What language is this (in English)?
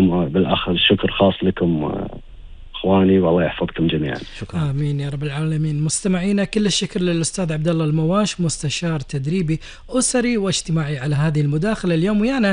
Gulf Arabic